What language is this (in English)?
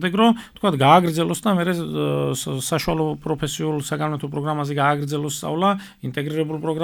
Georgian